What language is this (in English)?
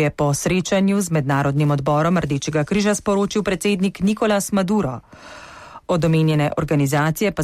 Slovenian